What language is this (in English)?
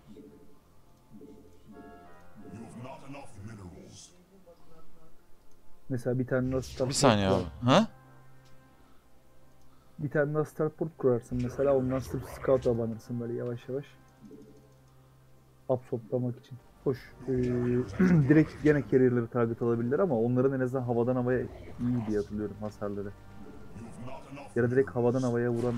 Turkish